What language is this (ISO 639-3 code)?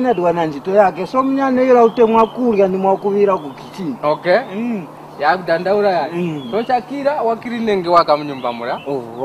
tum